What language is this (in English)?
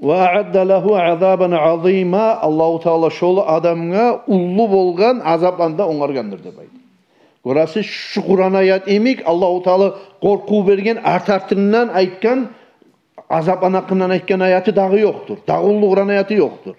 Kumyk